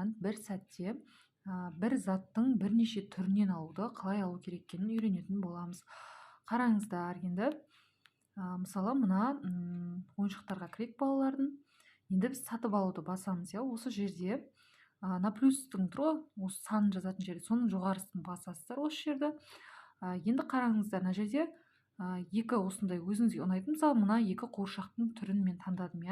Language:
Kazakh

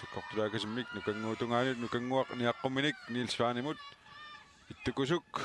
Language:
Kalaallisut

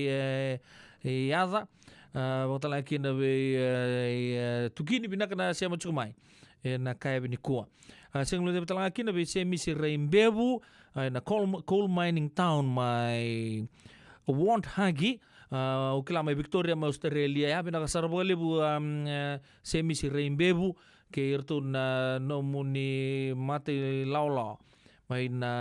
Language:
Fijian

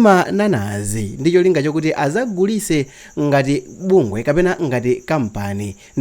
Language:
Nyanja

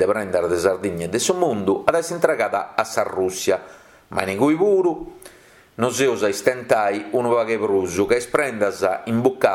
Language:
Sardinian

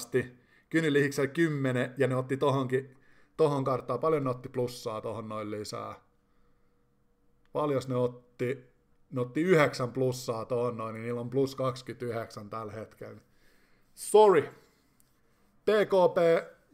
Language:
Finnish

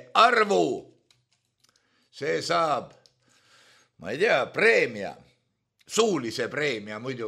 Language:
Estonian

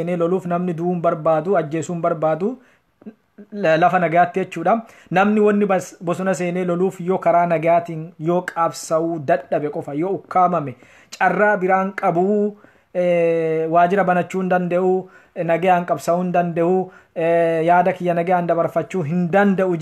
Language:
Oromo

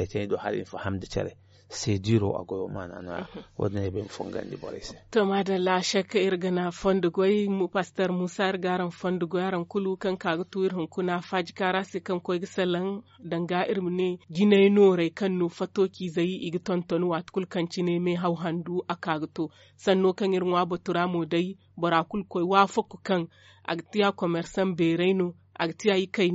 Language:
Zarma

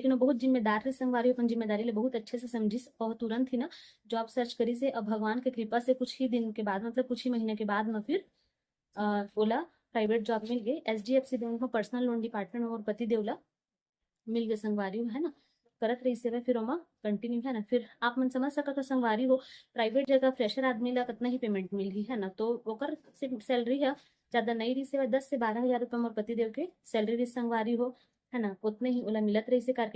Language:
Chhattisgarhi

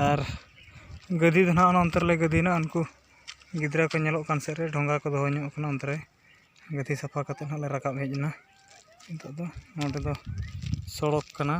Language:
Santali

